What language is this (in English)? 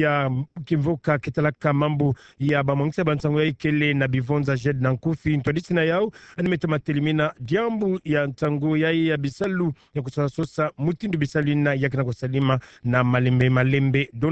Kituba (Democratic Republic of Congo)